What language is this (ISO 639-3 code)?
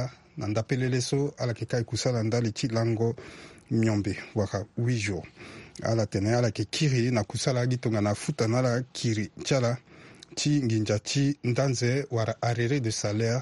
sag